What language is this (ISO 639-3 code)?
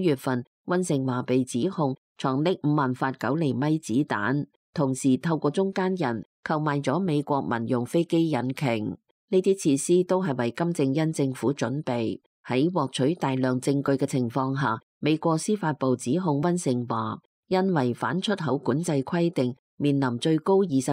yue